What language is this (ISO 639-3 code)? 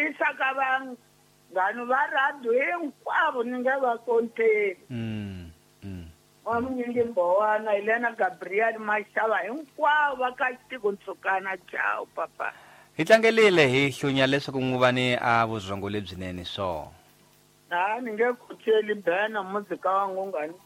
tso